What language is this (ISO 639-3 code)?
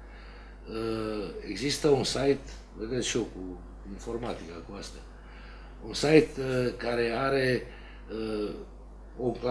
ron